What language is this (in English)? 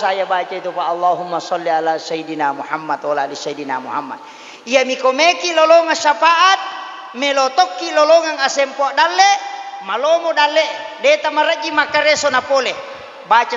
Buginese